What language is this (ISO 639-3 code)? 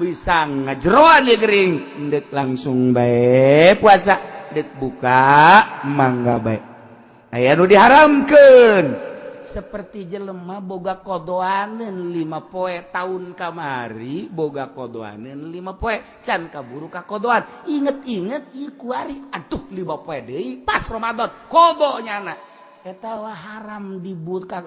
sun